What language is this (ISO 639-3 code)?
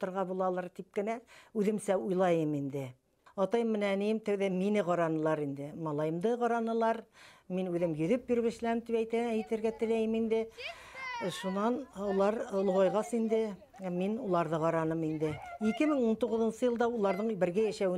bak